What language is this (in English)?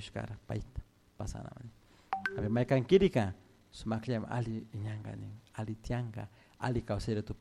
Chimborazo Highland Quichua